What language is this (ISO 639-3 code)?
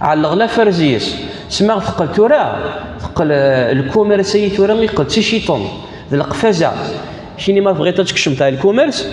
kab